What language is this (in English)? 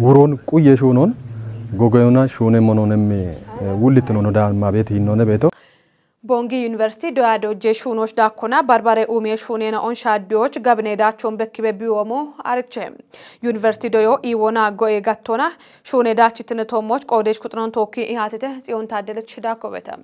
Kafa